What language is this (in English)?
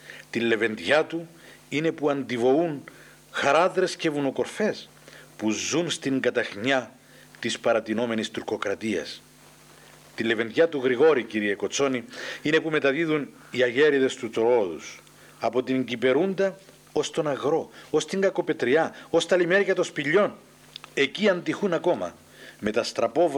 Greek